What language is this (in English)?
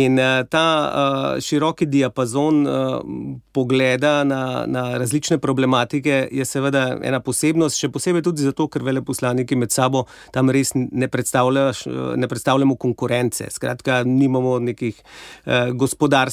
Slovenian